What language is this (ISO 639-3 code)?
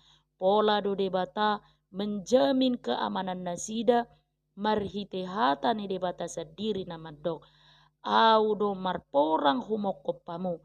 bbc